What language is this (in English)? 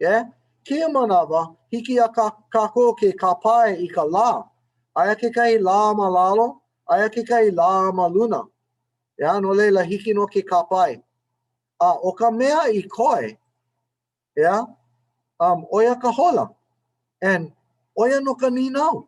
Hawaiian